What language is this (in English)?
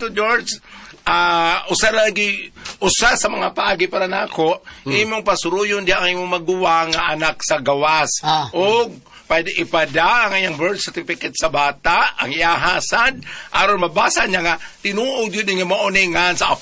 Cebuano